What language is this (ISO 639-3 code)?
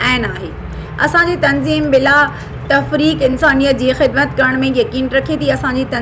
snd